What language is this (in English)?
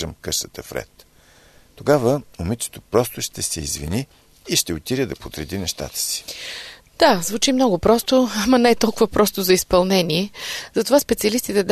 Bulgarian